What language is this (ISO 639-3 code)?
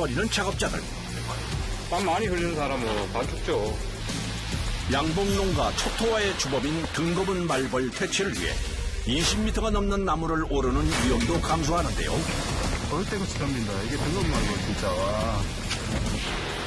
kor